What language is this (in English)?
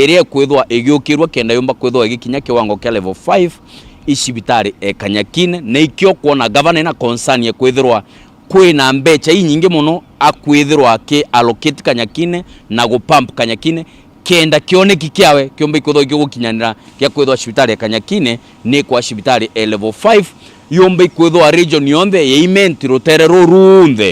Meru